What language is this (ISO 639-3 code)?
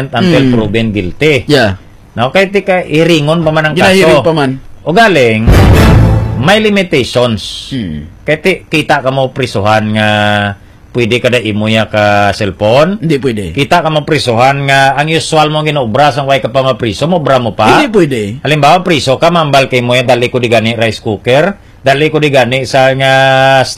hil